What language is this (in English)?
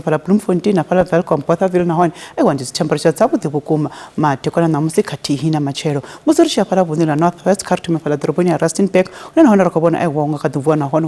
Venda